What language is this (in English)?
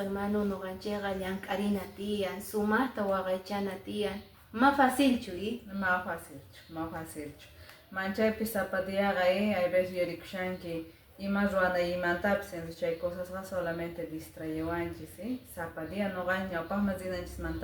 Quechua